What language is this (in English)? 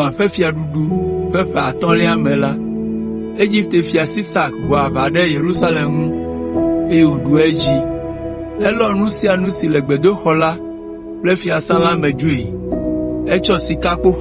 Ewe